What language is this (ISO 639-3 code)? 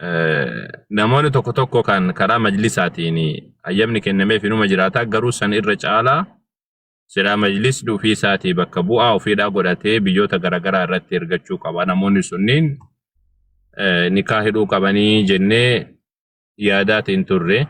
orm